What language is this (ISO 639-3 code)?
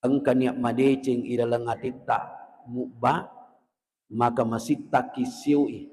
bug